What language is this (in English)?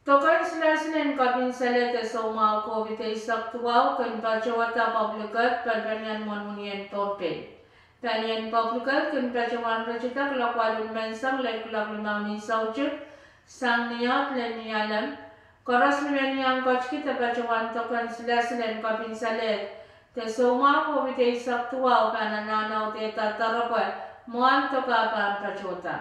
Pohnpeian